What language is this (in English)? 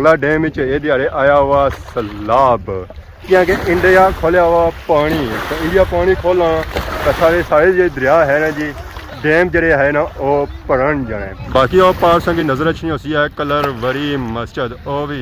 Pahari-Potwari